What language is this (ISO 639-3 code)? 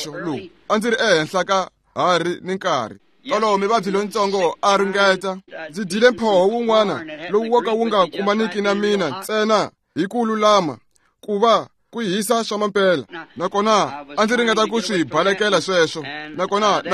tso